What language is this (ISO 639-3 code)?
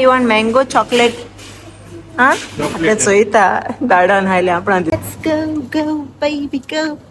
kok